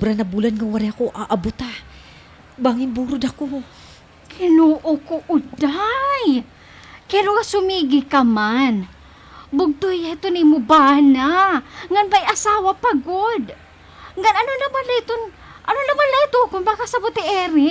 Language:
Waray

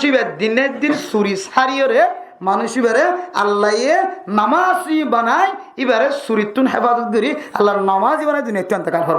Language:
Rohingya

